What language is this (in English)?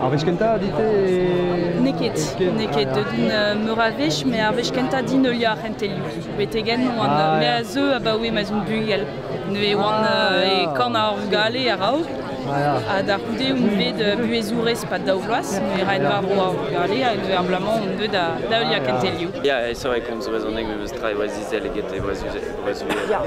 Breton